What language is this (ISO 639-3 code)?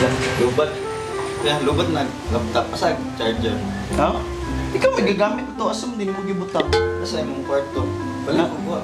ceb